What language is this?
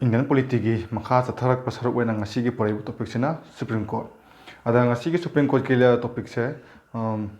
Manipuri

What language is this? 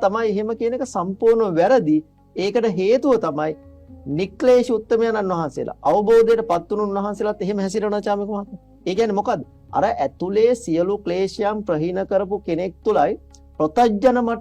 Sinhala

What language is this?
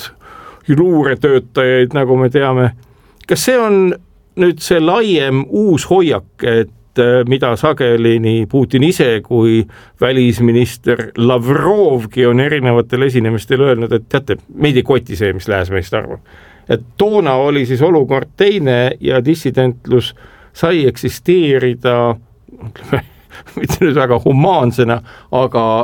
Estonian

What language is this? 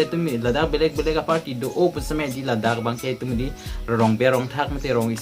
Karbi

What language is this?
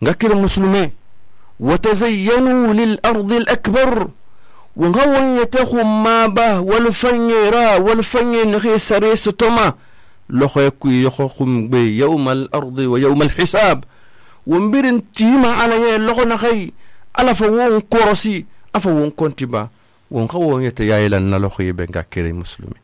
Susu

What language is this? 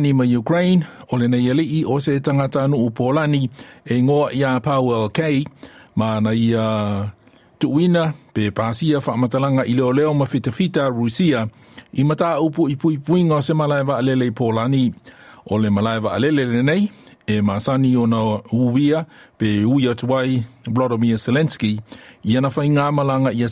Samoan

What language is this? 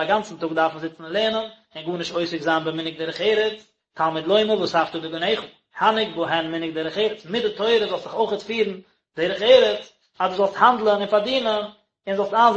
Yiddish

